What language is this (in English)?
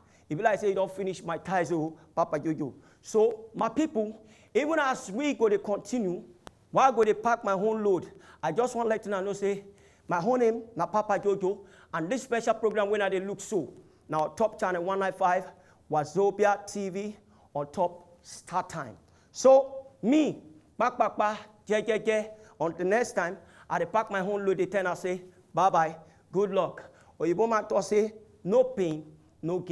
Nigerian Pidgin